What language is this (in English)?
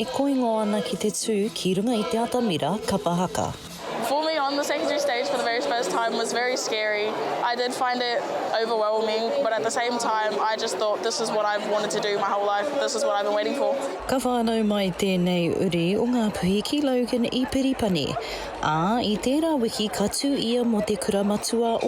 Māori